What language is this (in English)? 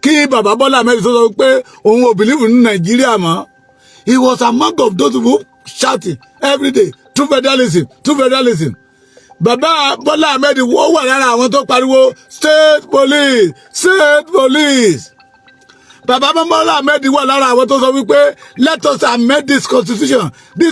Yoruba